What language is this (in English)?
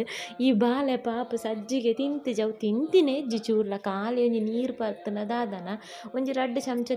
Tulu